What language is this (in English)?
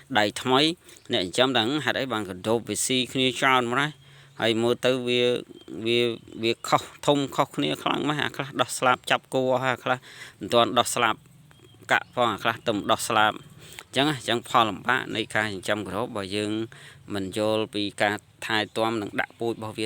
Khmer